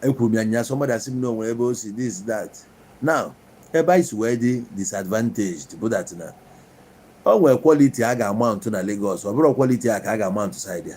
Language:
Igbo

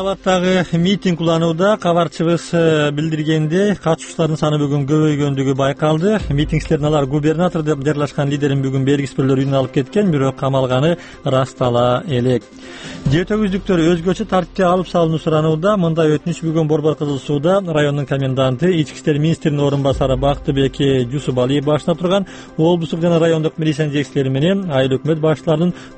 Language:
Kyrgyz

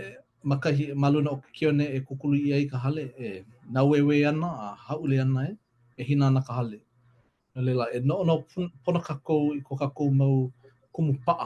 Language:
Hawaiian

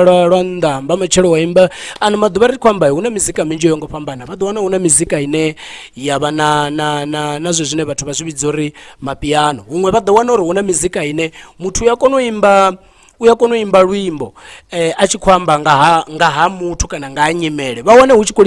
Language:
Venda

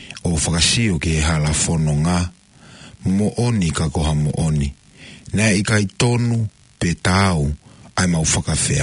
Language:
Tongan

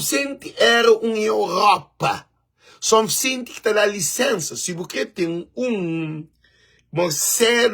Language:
Kabuverdianu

